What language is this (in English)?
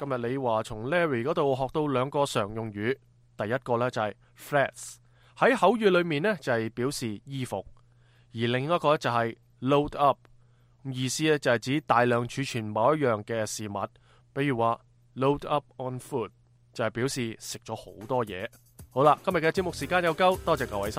Cantonese